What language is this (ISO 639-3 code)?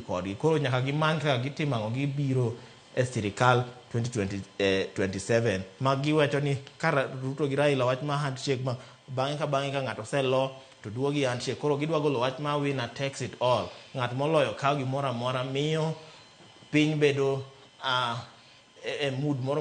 luo